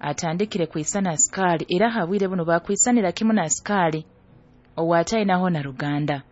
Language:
Nyoro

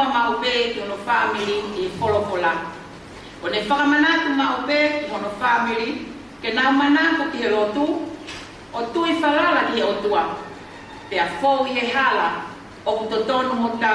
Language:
Tongan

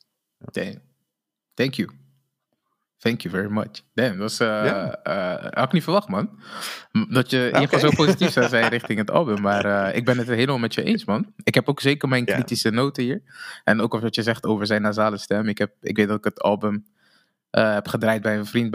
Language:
Dutch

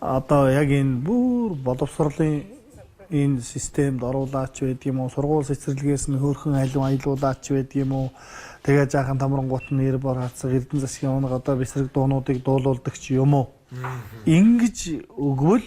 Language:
Mongolian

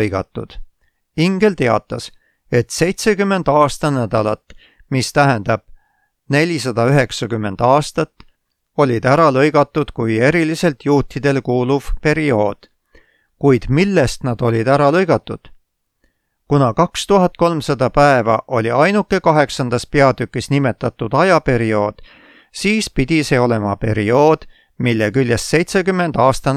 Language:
Estonian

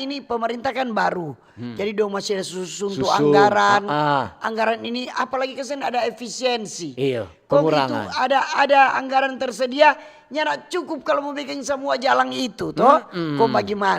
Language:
Manado Malay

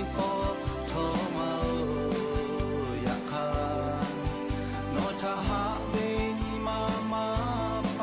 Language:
Lahu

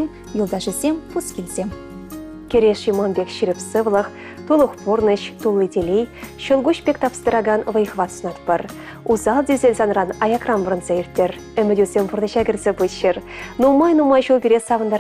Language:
Chuvash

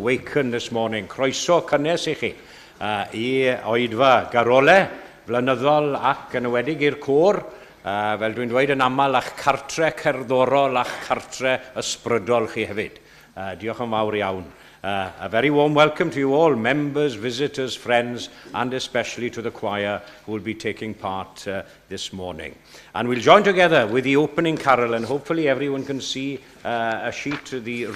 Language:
Welsh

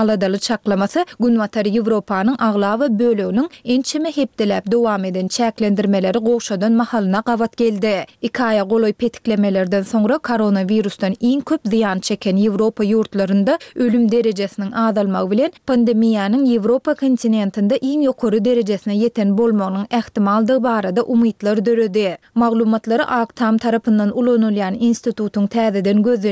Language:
Turkmen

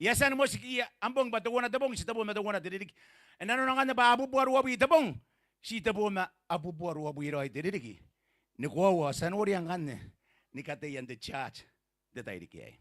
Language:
Gilbertese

